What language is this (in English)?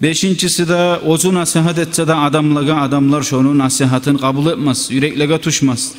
Kumyk